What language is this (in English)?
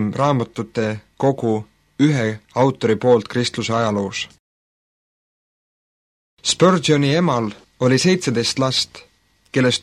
Estonian